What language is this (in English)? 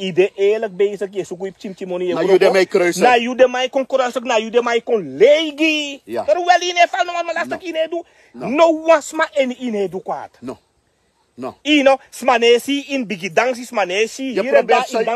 Sranan Tongo